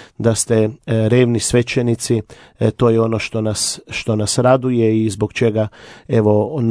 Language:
Croatian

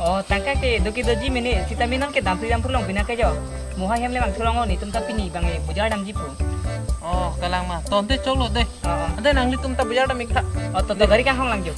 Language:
Karbi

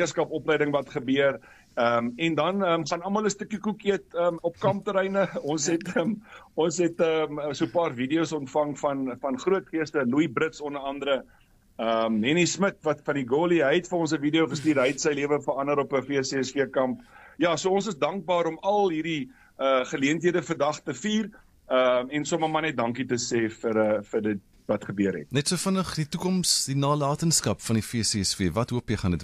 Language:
Afrikaans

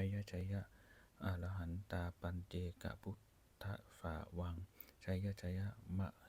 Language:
Pali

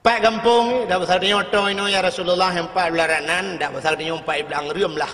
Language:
Achinese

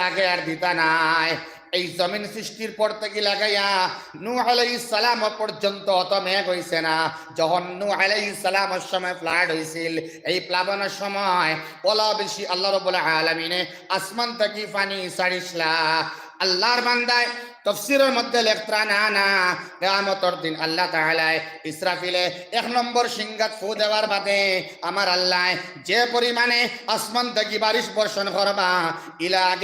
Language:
Sylheti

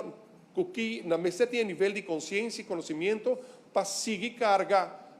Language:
Papiamento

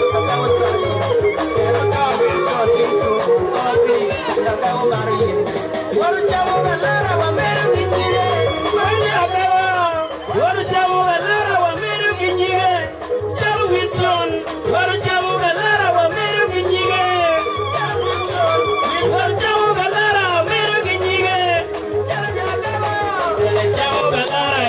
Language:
Acoli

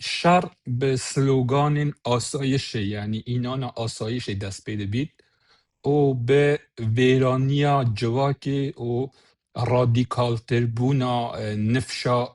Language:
Kurdish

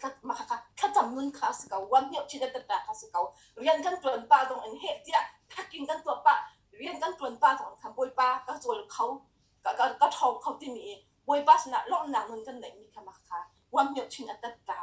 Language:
Hakha Chin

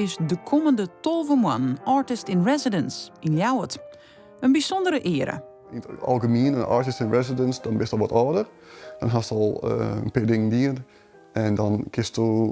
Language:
Western Frisian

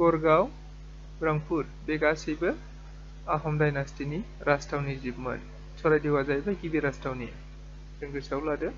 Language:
Bodo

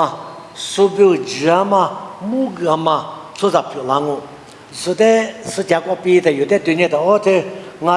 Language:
Lisu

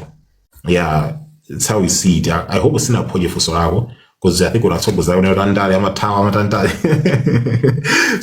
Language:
Nyanja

